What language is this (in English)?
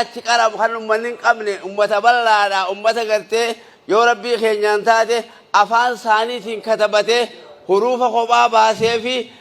Oromo